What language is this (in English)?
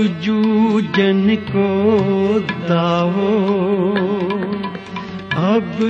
Hindi